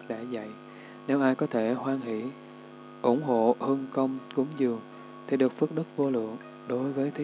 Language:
Vietnamese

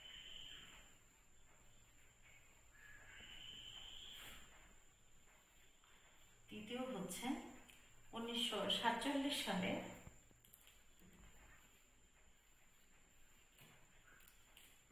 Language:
Bangla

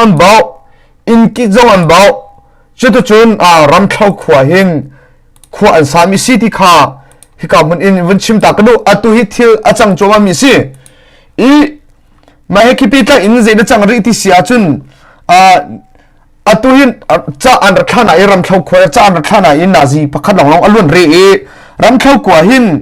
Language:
Hakha Chin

